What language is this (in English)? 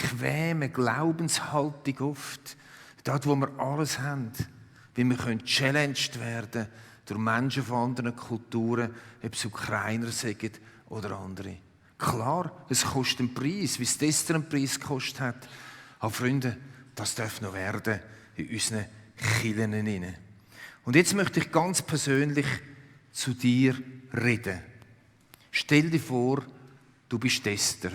Swiss German